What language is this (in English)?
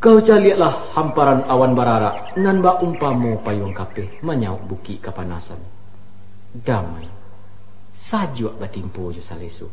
Minangkabau